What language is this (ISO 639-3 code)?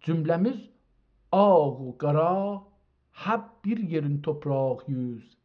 azb